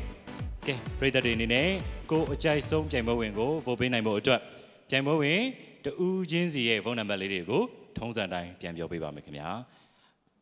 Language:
Burmese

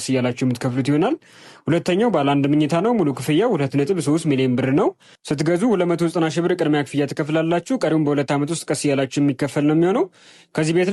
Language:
Amharic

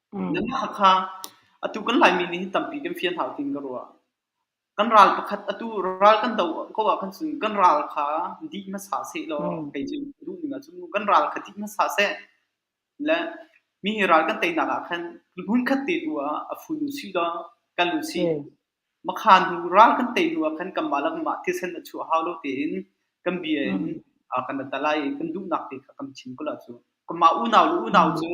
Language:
Hakha Chin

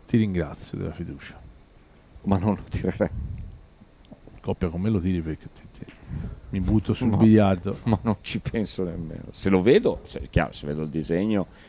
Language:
Italian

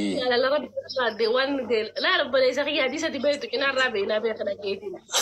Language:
Oromo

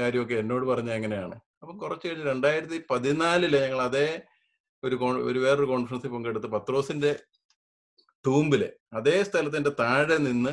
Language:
Malayalam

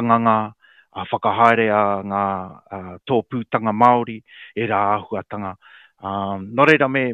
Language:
Māori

